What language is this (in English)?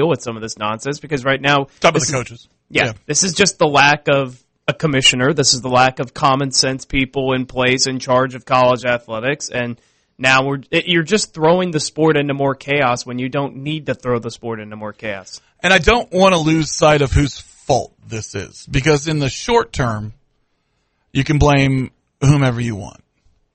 English